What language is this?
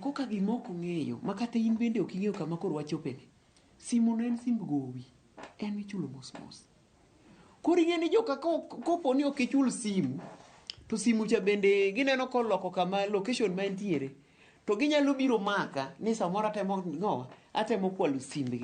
Luo (Kenya and Tanzania)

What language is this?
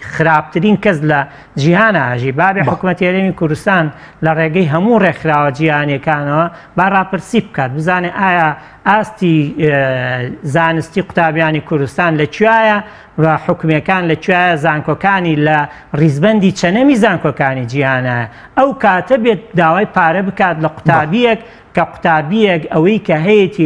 Central Kurdish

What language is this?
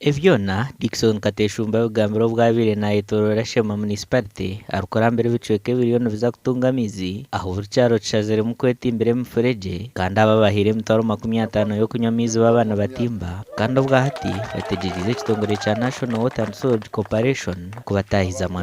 Nyankole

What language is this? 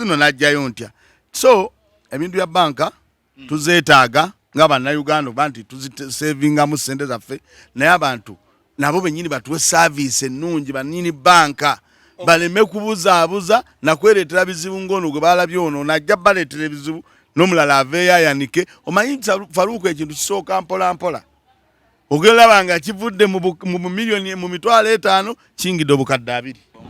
Ganda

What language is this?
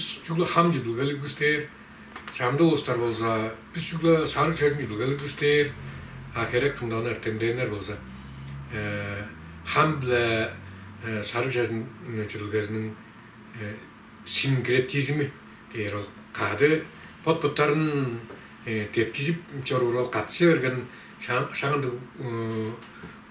Tuvinian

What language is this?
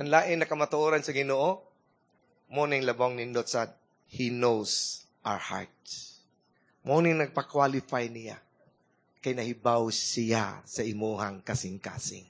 Cebuano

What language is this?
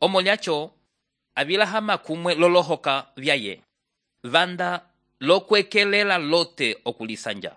Umbundu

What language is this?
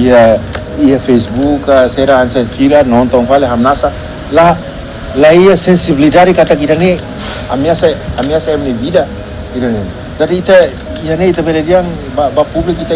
Tetum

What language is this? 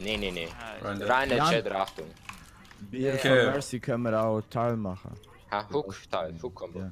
Swiss German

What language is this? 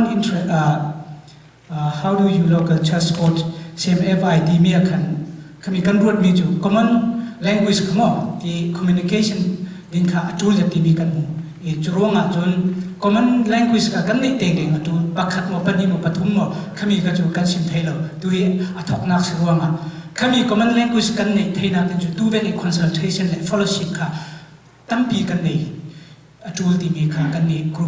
Falam Chin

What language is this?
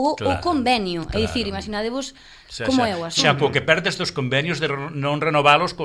Galician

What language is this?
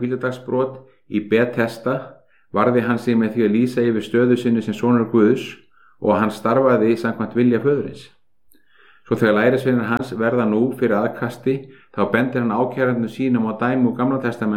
Icelandic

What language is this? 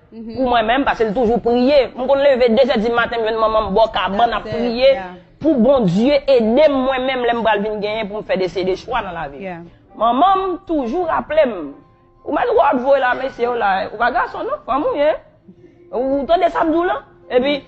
Haitian Creole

